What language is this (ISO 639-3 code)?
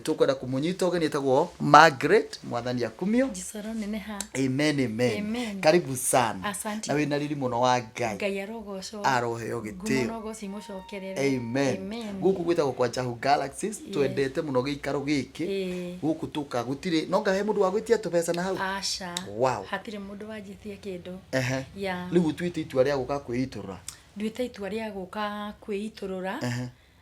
kik